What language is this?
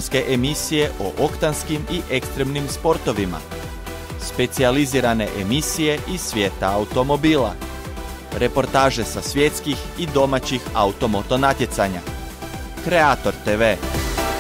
Croatian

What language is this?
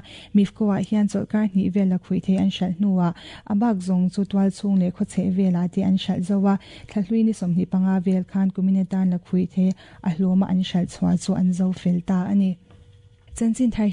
Mizo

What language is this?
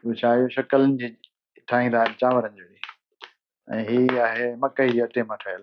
Sindhi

